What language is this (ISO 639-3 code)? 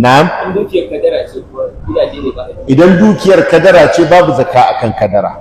hau